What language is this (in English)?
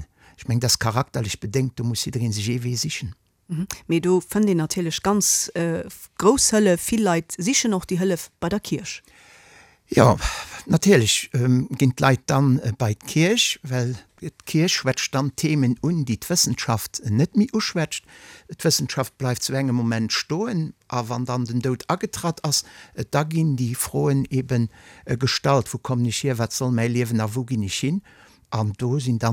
Luxembourgish